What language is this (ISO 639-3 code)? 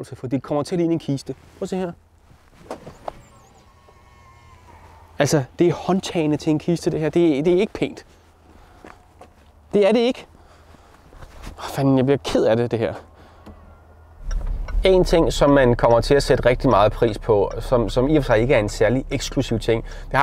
dan